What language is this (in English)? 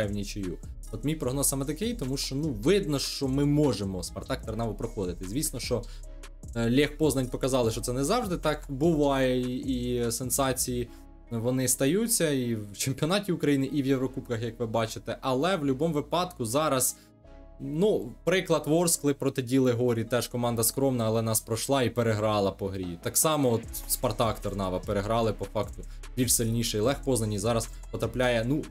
Ukrainian